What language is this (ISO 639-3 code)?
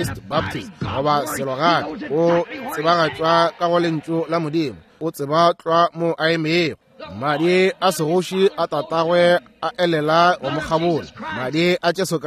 nso